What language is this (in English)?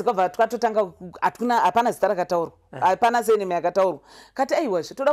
Shona